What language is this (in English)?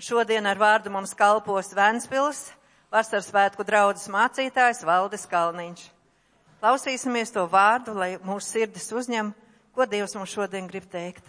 Latvian